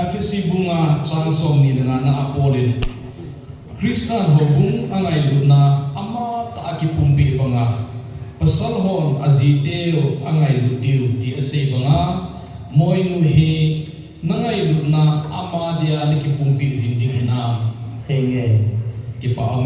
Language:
Thado Chin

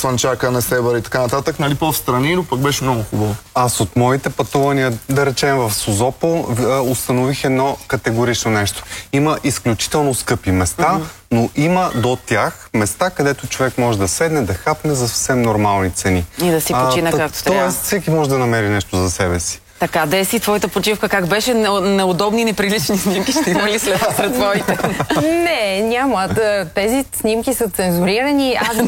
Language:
Bulgarian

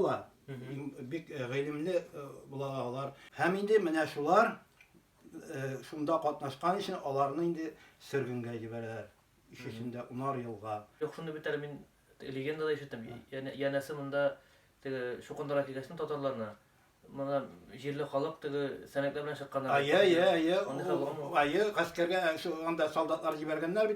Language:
Tatar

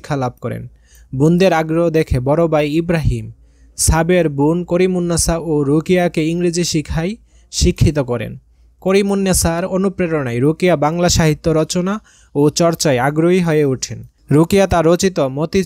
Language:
Bangla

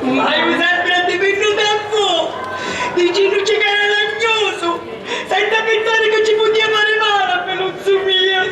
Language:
Sicilian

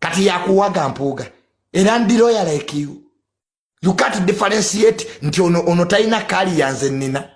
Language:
Ganda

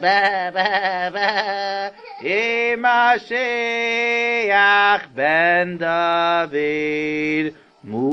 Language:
Yiddish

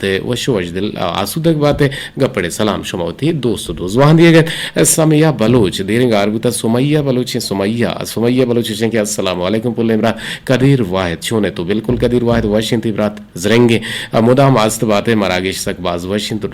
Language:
Eastern Balochi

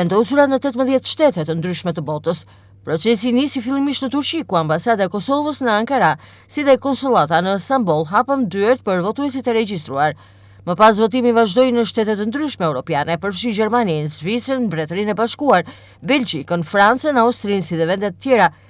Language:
Albanian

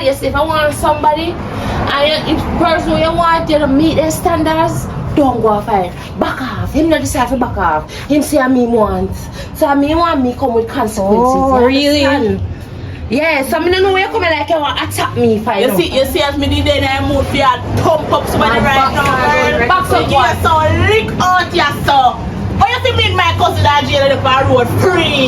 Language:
Jamaican Creole English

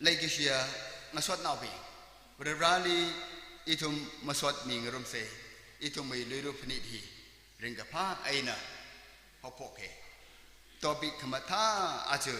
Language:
Tangkhul Naga (India)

